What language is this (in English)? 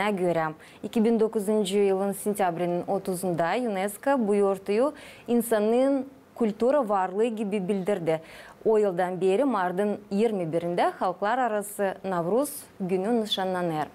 Gagauz